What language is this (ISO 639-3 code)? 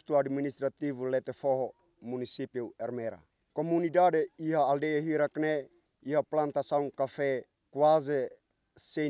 tet